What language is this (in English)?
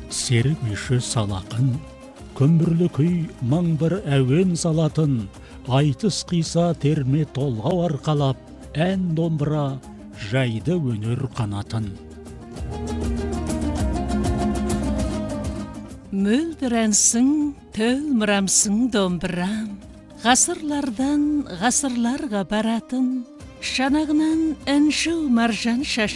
Kazakh